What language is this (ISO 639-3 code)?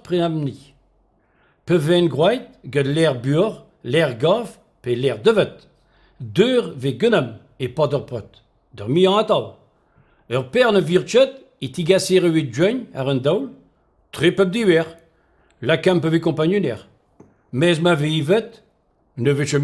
bre